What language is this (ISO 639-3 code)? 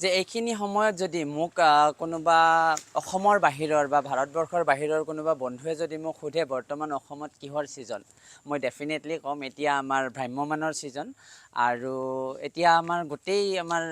asm